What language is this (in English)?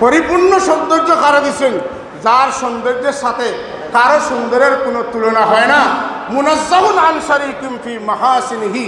Sylheti